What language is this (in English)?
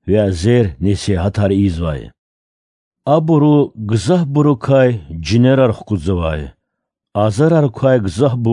Lezghian